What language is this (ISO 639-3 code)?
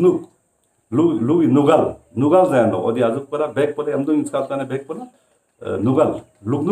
lbj